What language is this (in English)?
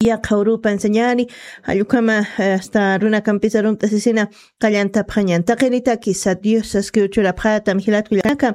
Aymara